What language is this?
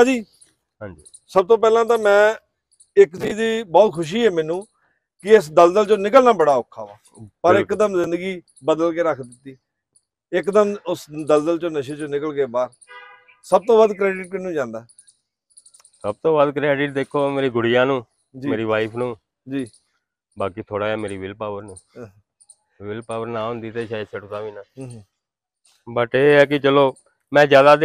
Punjabi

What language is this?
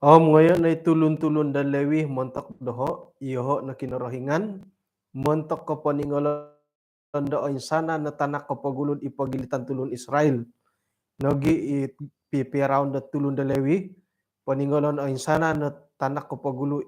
Central Dusun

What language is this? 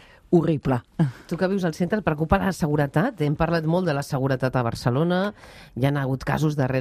Catalan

